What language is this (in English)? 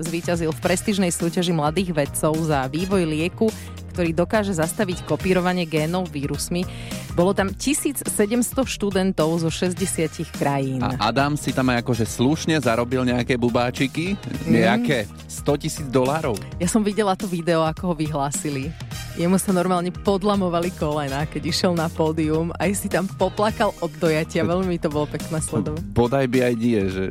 Slovak